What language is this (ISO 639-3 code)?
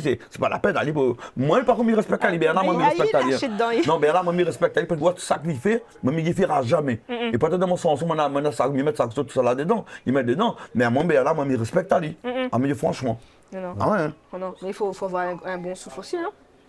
rcf